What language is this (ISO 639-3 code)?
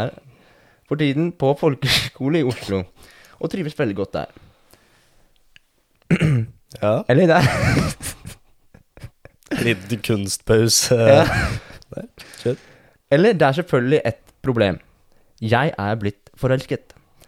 nor